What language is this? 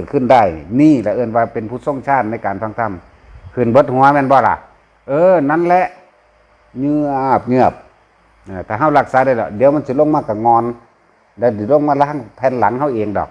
Northeastern Thai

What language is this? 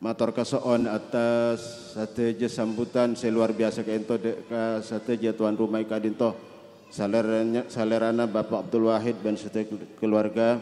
Madurese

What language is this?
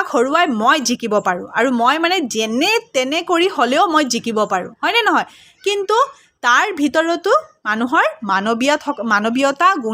Assamese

